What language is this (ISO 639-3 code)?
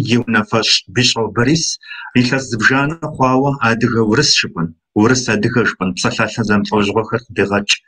kbd